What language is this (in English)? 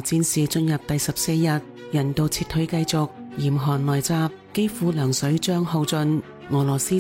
Cantonese